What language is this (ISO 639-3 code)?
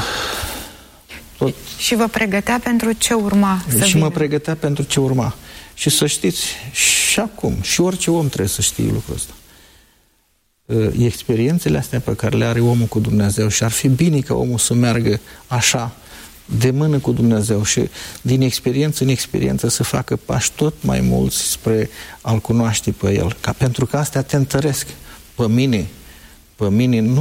ron